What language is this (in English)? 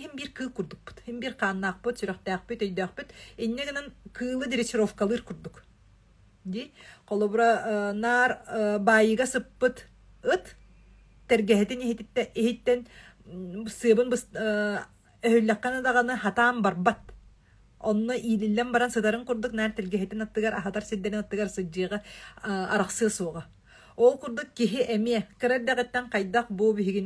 Yakut